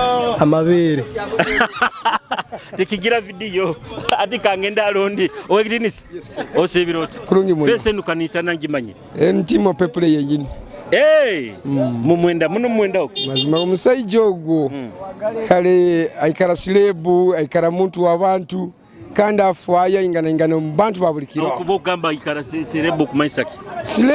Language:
Nyoro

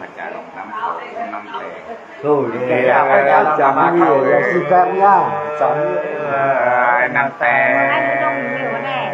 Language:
Nung (Viet Nam)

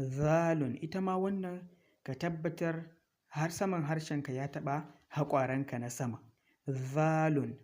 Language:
Hausa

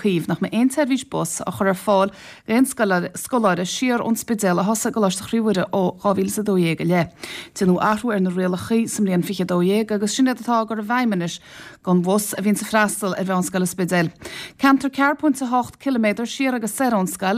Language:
Irish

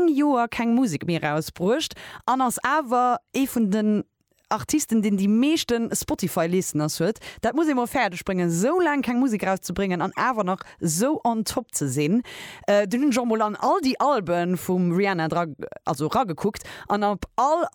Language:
Luxembourgish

